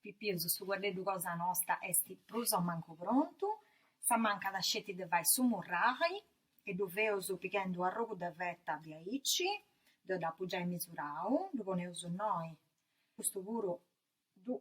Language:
Sardinian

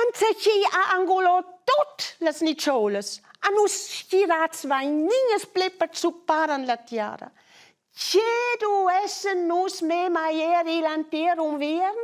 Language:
Romansh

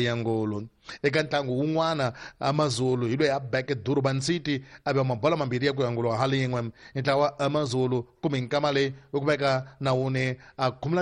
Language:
Tsonga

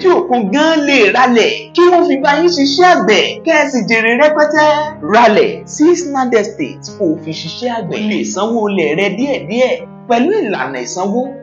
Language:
Yoruba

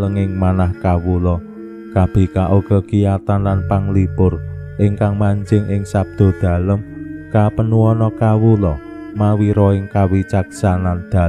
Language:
Javanese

